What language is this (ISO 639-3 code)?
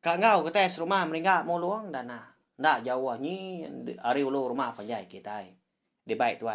iba